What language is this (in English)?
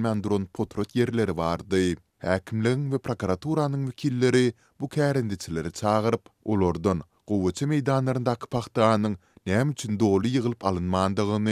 Turkmen